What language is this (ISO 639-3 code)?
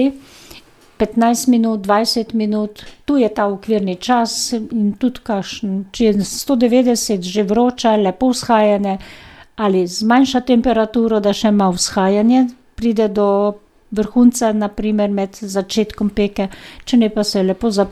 slv